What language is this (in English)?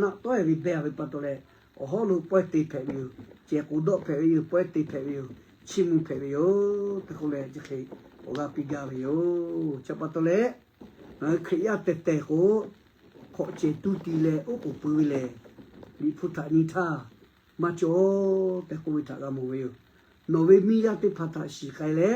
Lahu